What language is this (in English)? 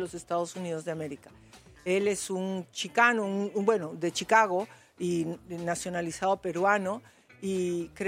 Spanish